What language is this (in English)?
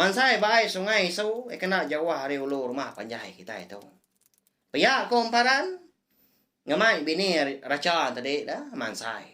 Iban